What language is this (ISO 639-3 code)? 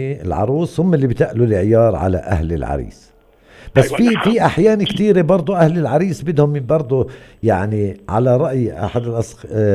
apc